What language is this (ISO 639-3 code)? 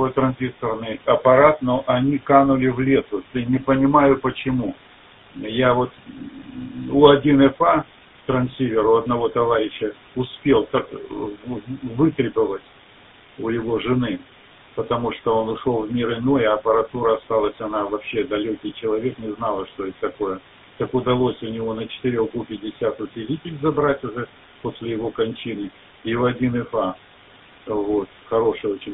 rus